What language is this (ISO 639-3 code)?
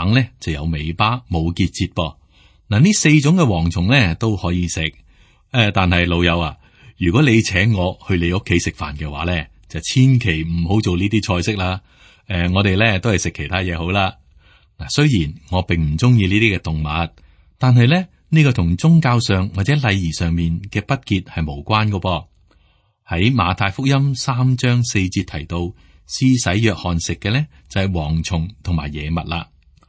yue